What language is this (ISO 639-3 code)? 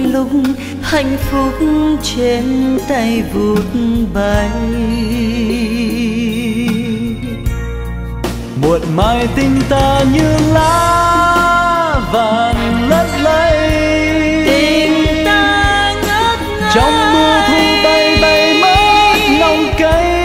vie